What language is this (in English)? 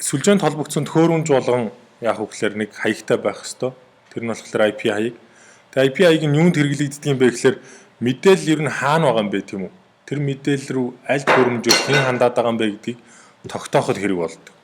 Mongolian